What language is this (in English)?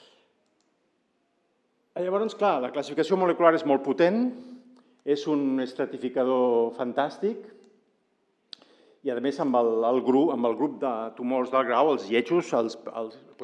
Catalan